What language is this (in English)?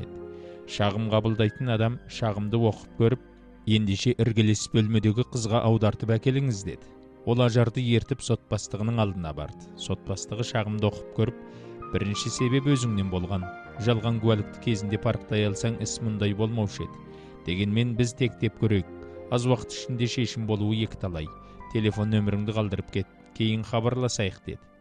Kazakh